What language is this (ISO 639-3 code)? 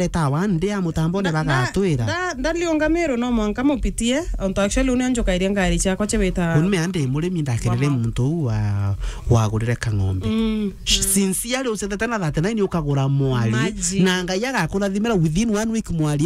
mer